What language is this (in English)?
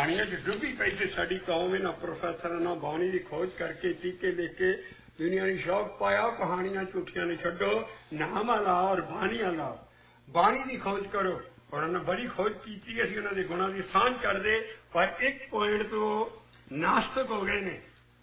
Punjabi